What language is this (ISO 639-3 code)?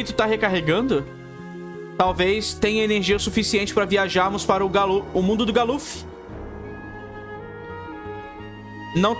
por